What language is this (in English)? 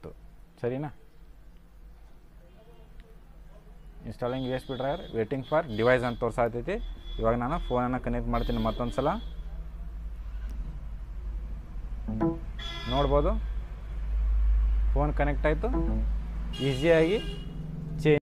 Kannada